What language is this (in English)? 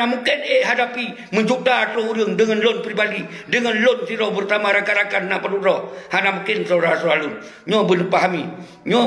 Achinese